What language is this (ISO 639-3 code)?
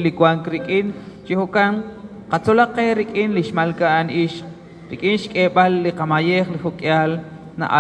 kek